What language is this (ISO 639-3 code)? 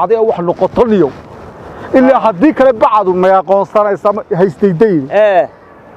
som